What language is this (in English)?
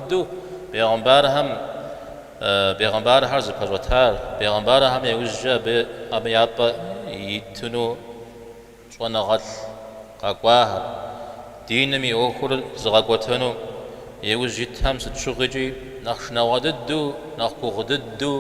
Kabardian